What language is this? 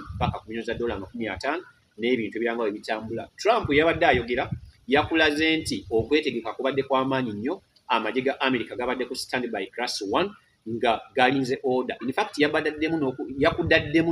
Ganda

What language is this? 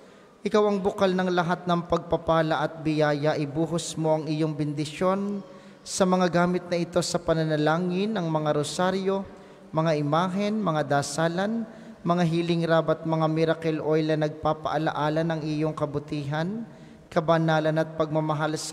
Filipino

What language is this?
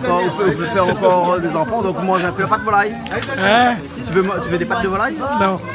Réunion Creole French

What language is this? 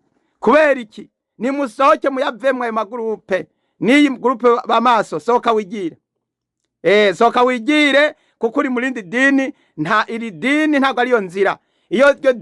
Rundi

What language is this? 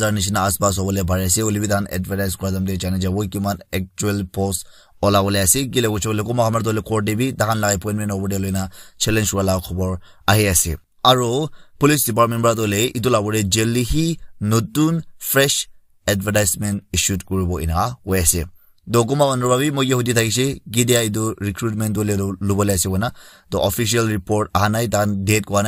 Naga Pidgin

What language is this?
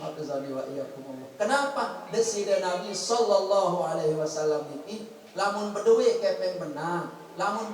Sasak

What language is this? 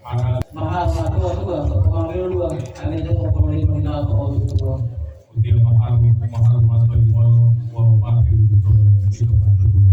Gorontalo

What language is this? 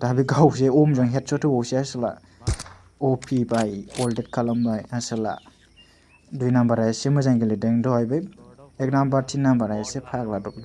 Bodo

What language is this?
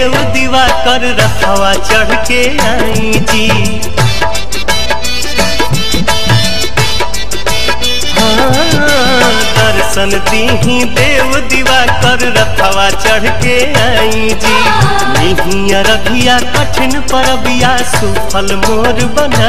Bhojpuri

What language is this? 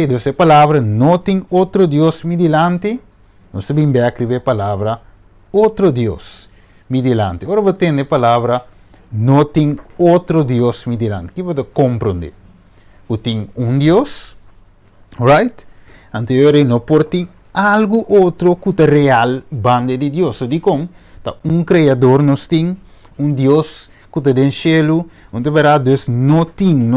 Papiamento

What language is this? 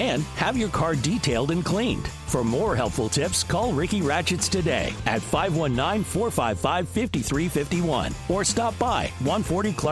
English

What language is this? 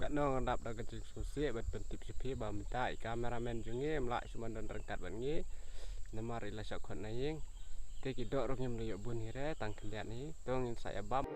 Khasi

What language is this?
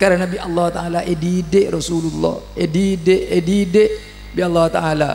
Madurese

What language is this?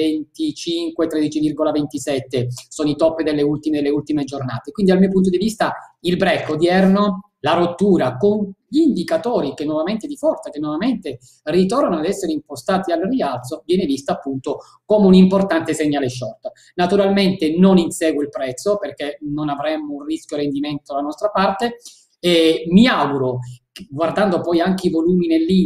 Italian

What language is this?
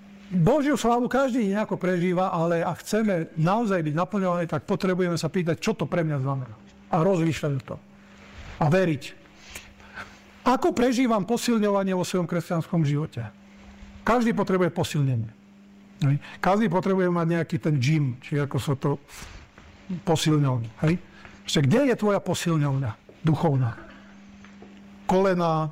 Slovak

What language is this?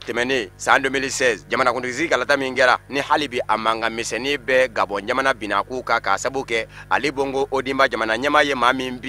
Bambara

